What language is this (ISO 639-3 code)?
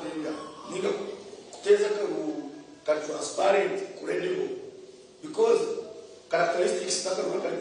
nyn